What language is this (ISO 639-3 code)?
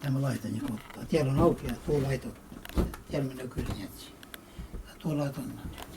krl